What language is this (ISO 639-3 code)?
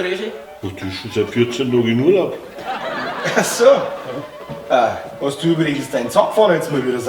bar